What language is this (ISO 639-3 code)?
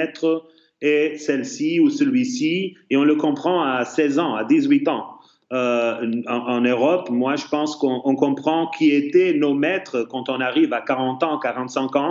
fra